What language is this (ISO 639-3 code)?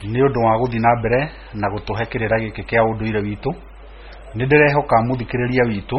kik